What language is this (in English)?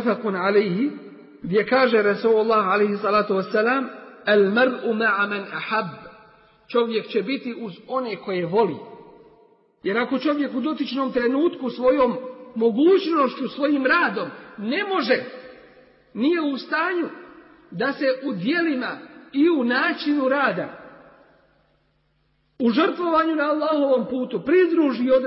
Bosnian